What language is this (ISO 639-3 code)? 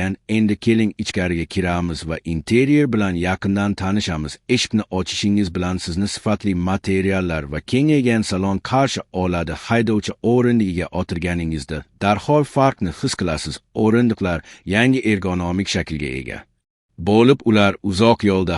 uzb